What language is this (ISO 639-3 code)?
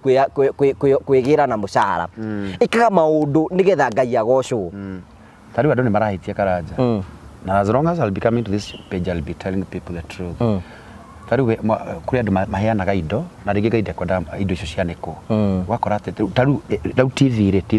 kik